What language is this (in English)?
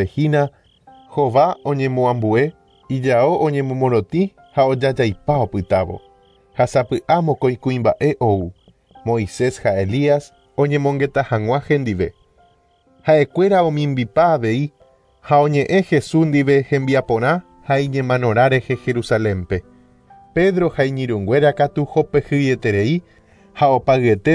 Guarani